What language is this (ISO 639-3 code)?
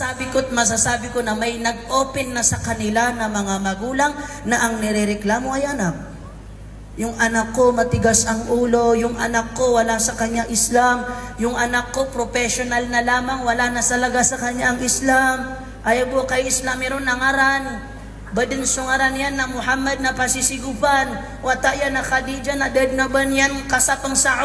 mrw